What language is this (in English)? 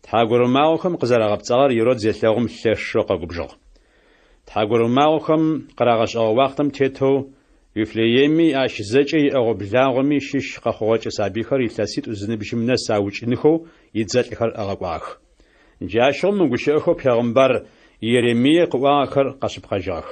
Adyghe